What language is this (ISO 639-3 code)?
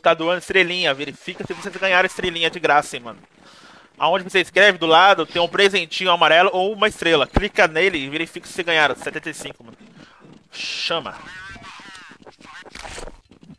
por